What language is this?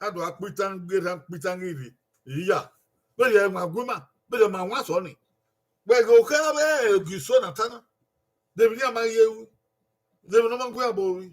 Bini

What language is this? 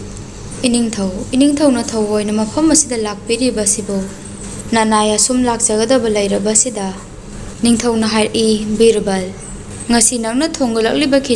Manipuri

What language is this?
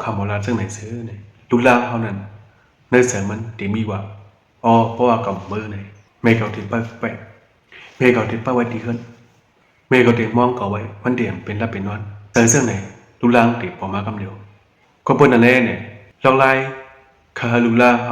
Shan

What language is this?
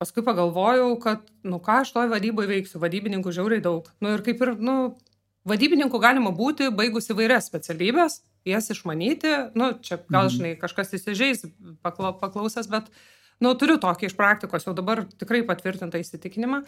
Lithuanian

